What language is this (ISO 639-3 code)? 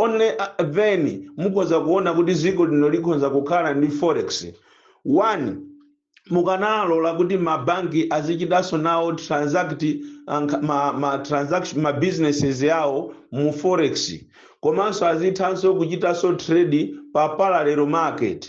nya